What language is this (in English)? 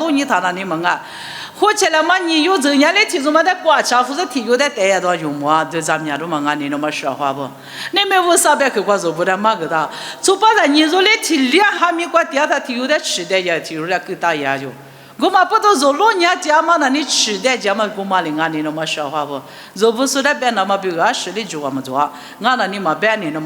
Lisu